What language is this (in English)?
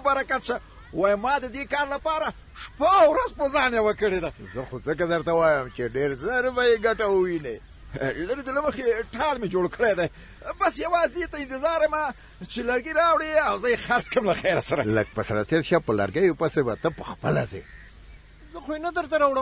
Pashto